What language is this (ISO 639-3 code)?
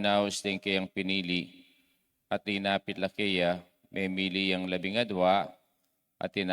pam